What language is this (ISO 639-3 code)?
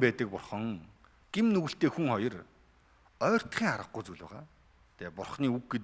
mon